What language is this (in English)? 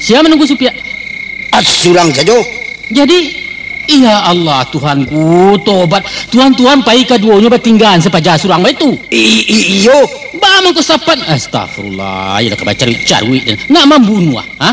Minangkabau